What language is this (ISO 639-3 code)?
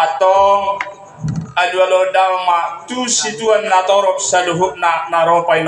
bbc